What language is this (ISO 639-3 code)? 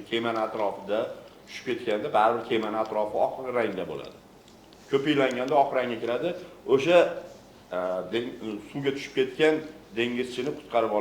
uzb